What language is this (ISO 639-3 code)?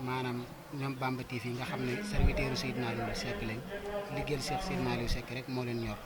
wol